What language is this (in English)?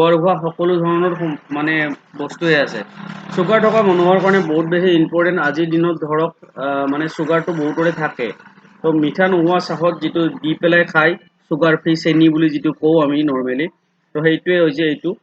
Assamese